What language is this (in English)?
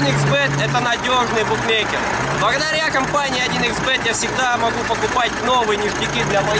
Russian